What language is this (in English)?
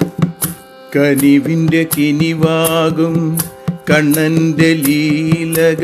Malayalam